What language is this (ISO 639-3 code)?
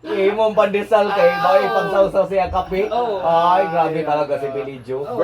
ceb